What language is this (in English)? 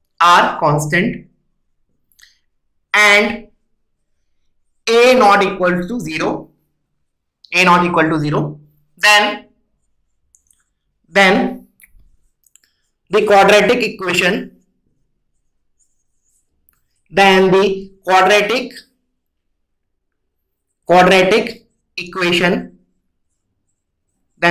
Hindi